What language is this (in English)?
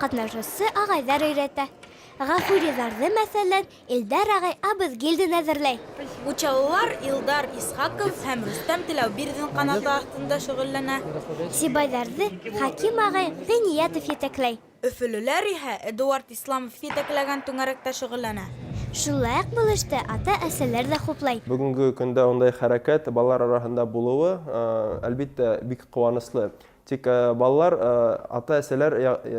Bashkir